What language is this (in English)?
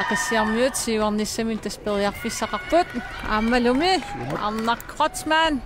Kalaallisut